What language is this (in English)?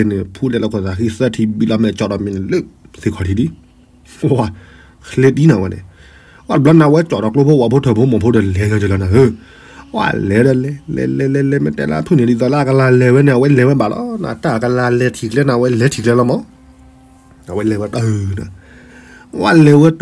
S'gaw Karen